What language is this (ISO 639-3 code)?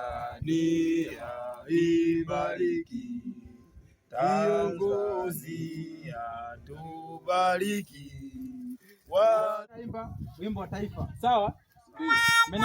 swa